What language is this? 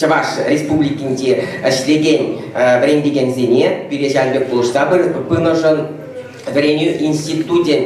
Chuvash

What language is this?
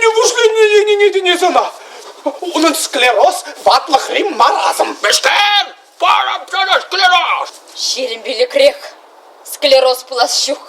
Chuvash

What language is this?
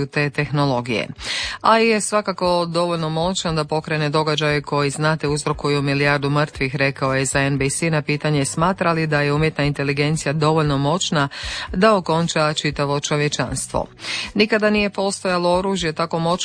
Croatian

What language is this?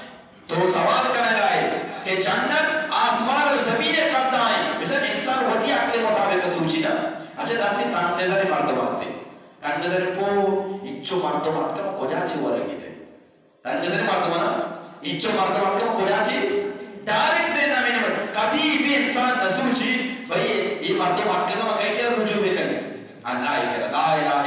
Eastern Balochi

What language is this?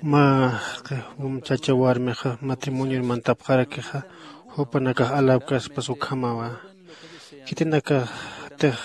Aymara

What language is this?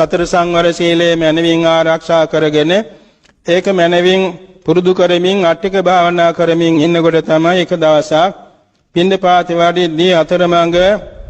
Sinhala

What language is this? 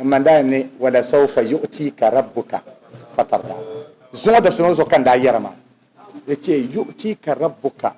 Dagbani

